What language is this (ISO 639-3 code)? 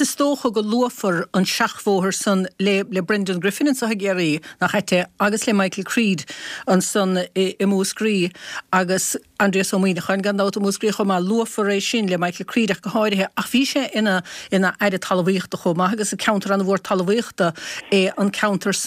gle